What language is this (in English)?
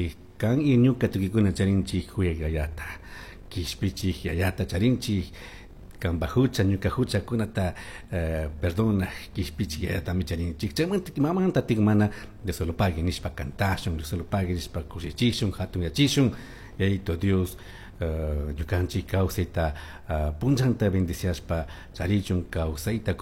Chimborazo Highland Quichua